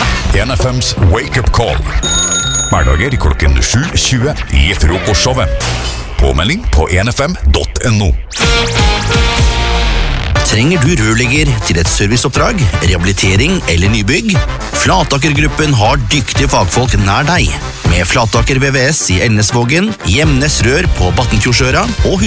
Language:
Norwegian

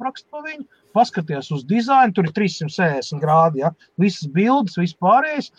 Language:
Latvian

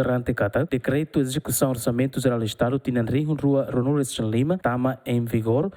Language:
Tetum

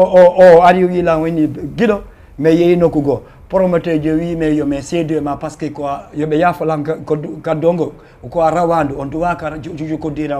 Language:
Fula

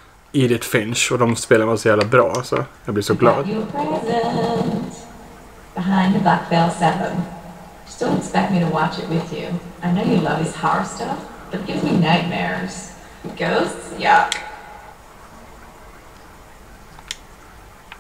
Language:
Swedish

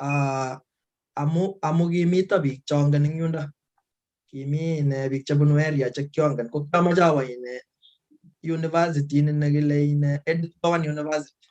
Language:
Kalenjin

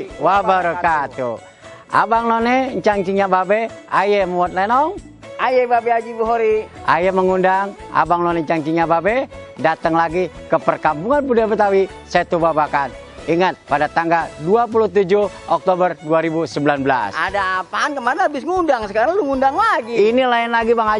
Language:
Betawi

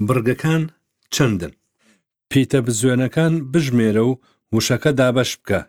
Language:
Central Kurdish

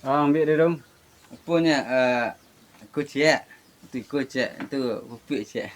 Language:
Minangkabau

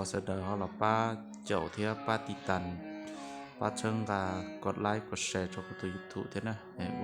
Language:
Hmong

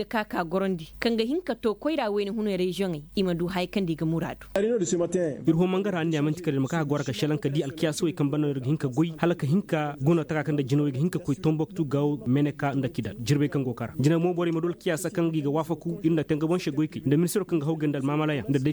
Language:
Koyraboro Senni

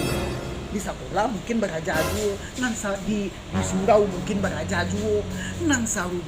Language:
Minangkabau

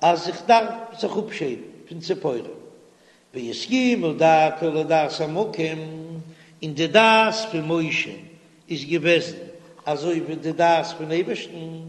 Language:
Yiddish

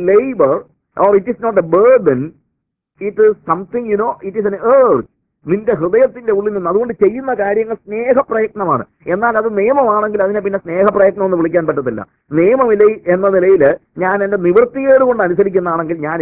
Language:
Malayalam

